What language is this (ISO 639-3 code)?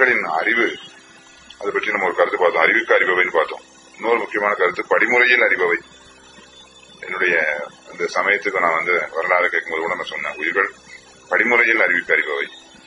tam